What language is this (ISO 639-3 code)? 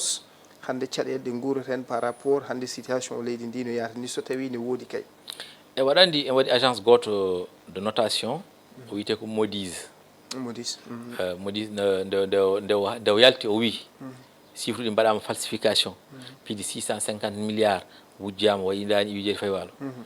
ful